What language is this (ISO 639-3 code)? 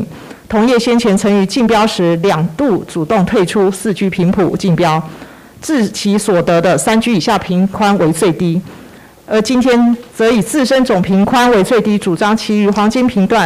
zho